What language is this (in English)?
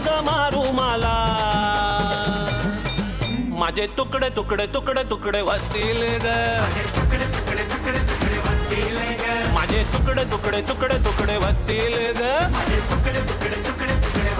Marathi